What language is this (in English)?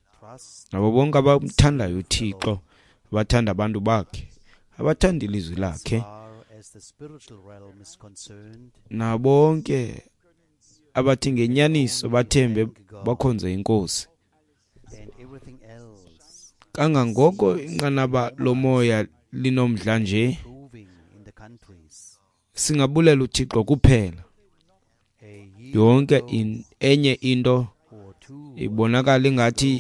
Xhosa